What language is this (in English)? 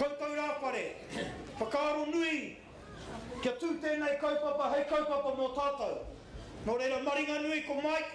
Māori